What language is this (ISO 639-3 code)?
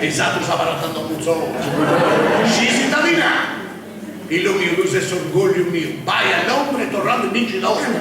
srd